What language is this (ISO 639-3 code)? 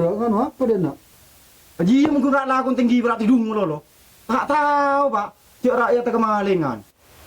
mad